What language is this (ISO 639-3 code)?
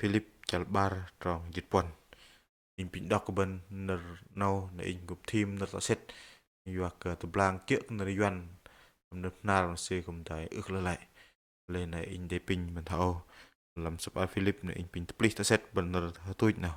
bdq